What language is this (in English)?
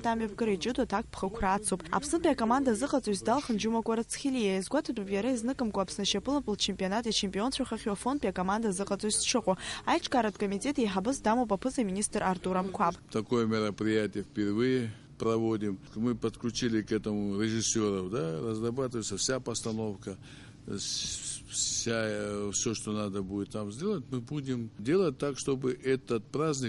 Abkhazian